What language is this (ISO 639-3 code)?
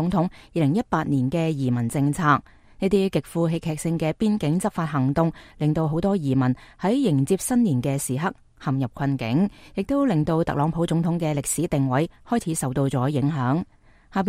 yue